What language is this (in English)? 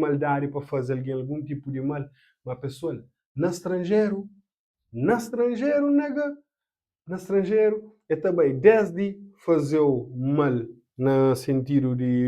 Kabuverdianu